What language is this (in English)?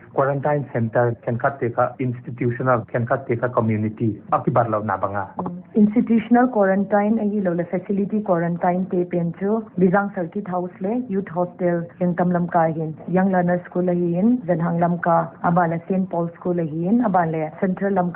Paite Chin